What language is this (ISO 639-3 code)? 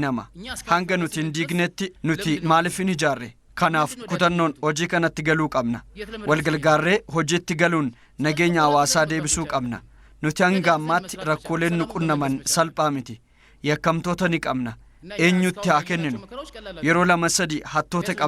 orm